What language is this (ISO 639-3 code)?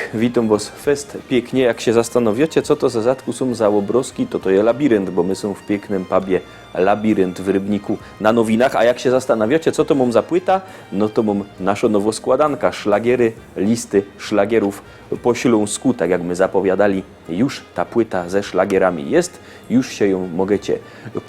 szl